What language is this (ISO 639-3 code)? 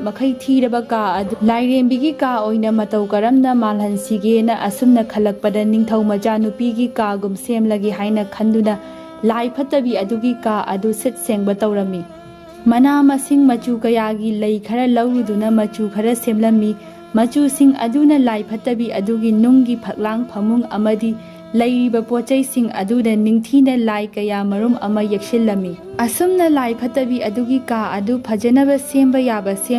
mni